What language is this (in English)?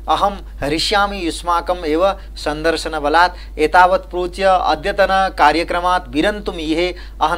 Sanskrit